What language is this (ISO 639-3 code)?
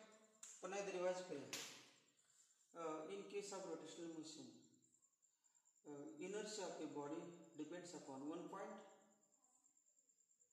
mar